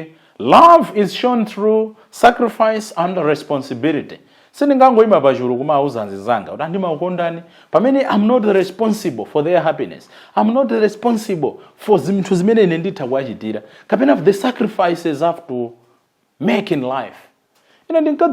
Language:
Nyanja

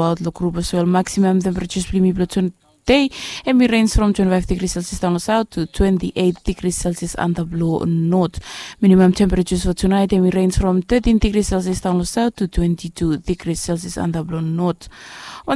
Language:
Bislama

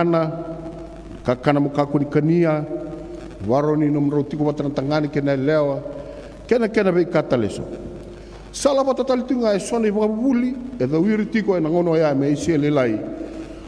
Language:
Fijian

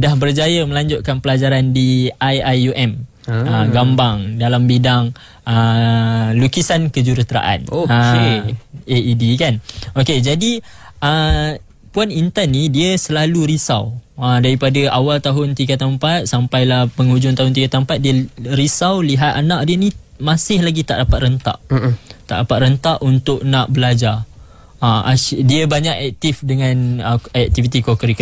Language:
Malay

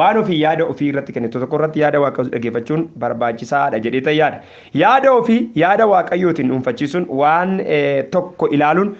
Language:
Oromo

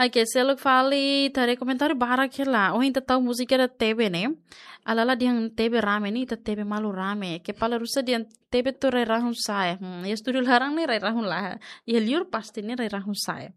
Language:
Tetum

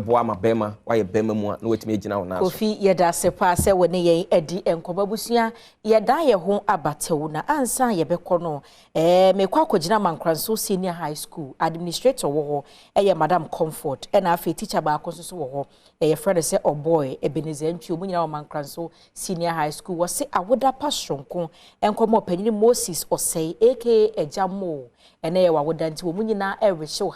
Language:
Akan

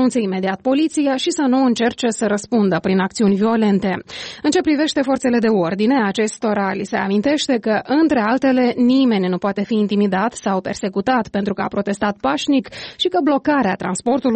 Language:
Romanian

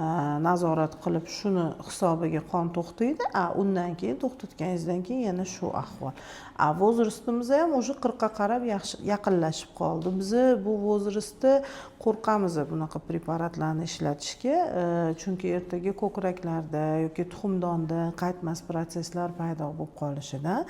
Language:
Uzbek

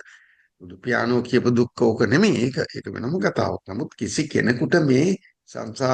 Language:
Sinhala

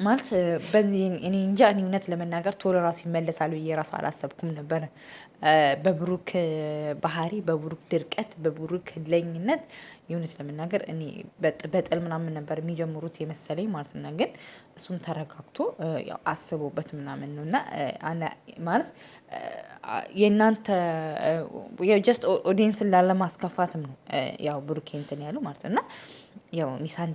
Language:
Amharic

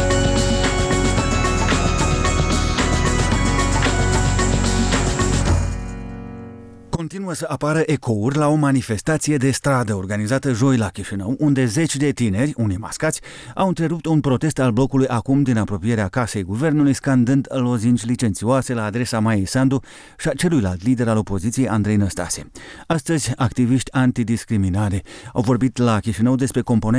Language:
Romanian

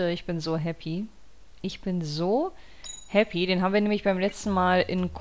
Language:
German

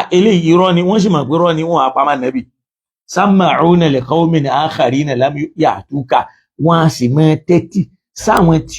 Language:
Yoruba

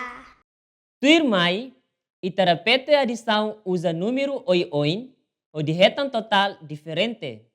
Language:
Tetum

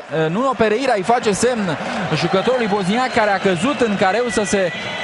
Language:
Romanian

